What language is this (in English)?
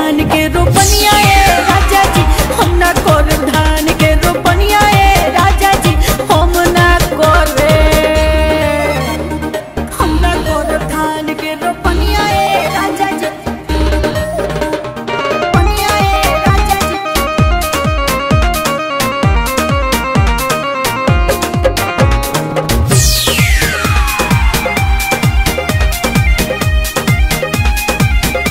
Bhojpuri